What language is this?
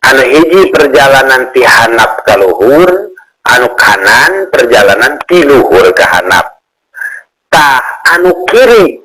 Sundanese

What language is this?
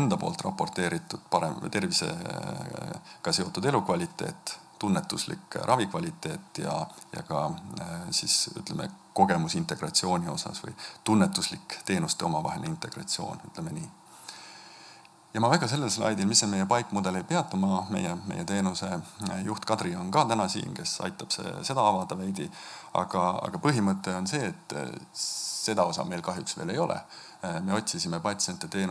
Estonian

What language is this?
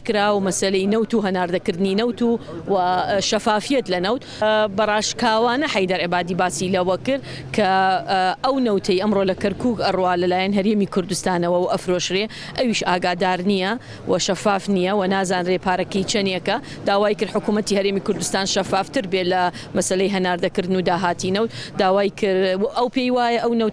Central Kurdish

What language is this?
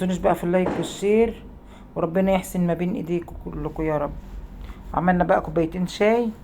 Egyptian Arabic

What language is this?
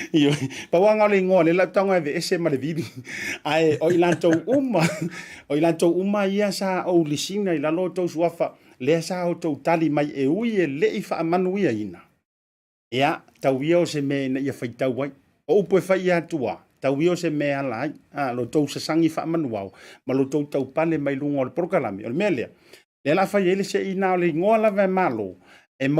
Samoan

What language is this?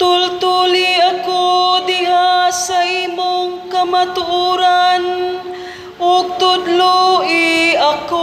Cebuano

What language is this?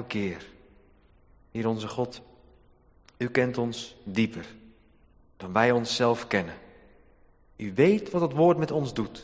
Dutch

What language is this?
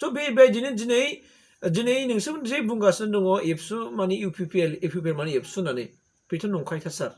Bodo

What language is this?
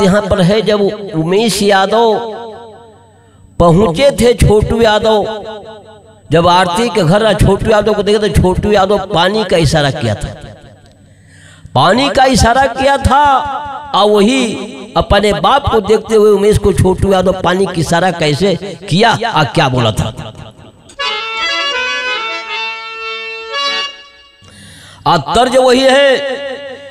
Bhojpuri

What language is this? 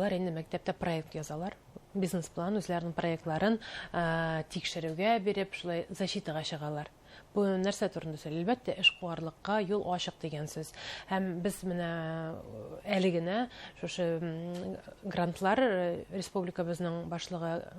Bashkir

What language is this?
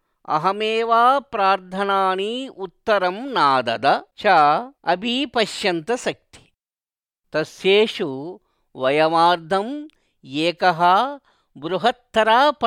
Sanskrit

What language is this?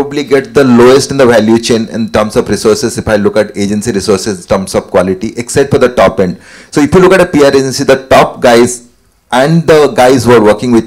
English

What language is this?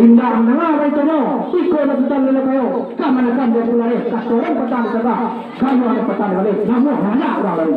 Minangkabau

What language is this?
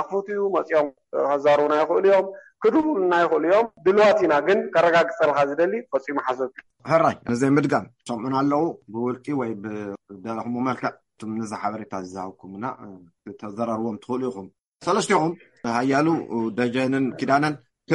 Tigrinya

